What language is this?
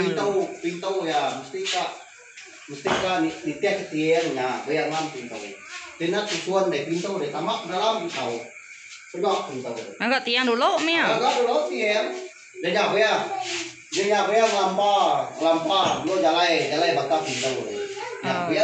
Iban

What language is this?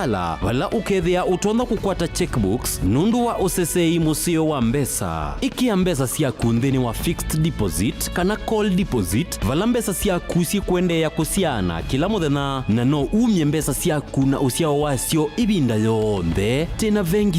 Kamba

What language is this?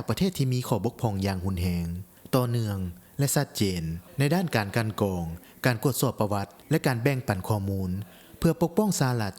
Lao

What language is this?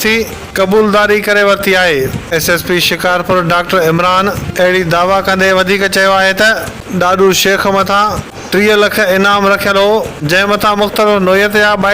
Sindhi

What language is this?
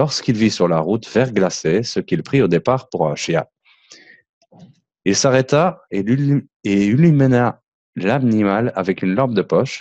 French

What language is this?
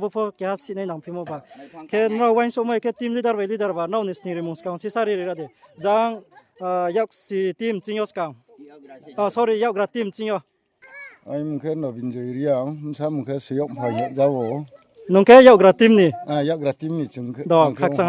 Riang (India)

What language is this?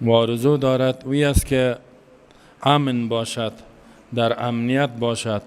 Persian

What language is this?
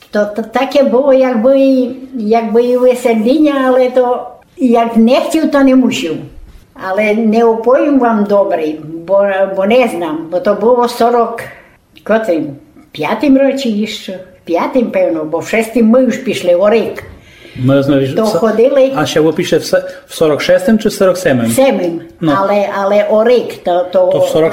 Rusyn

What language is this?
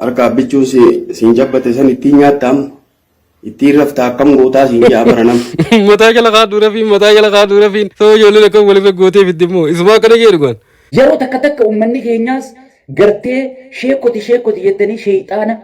Oromo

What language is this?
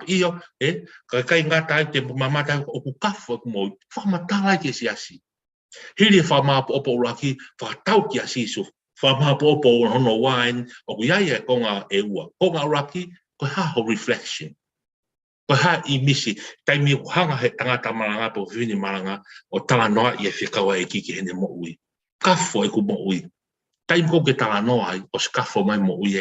Tongan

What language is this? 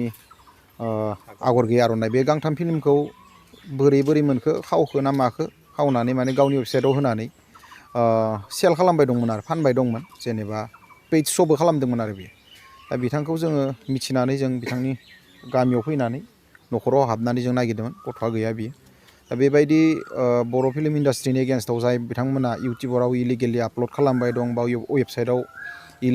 Bodo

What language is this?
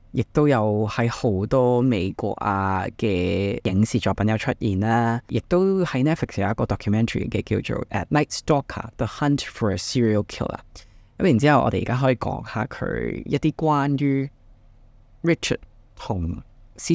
Cantonese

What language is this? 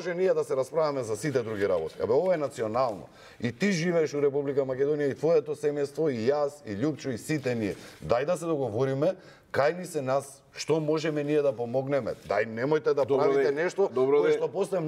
Macedonian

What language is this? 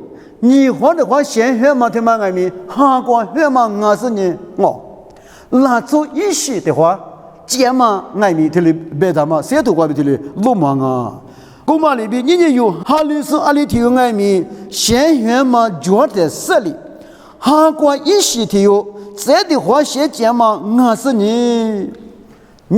Lisu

